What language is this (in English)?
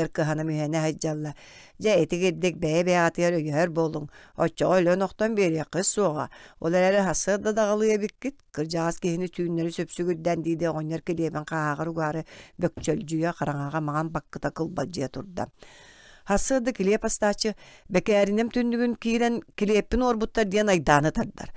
Yakut